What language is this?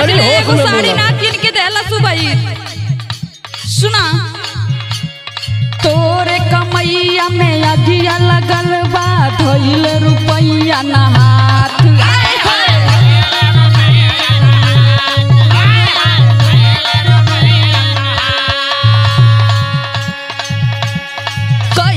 Bhojpuri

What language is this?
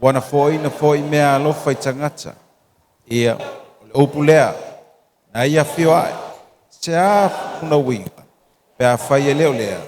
Samoan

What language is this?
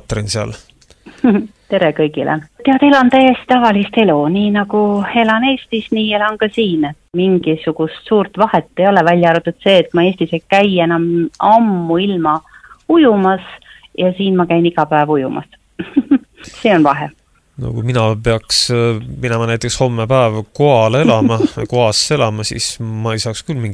Estonian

